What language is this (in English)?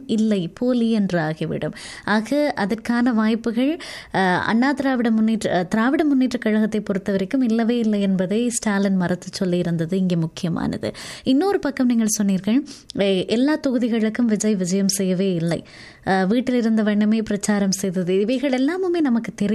Tamil